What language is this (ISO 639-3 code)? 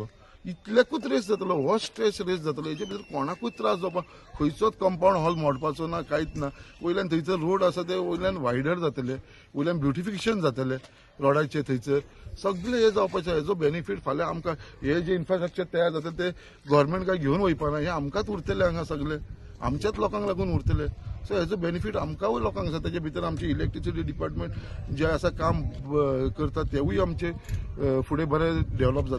kok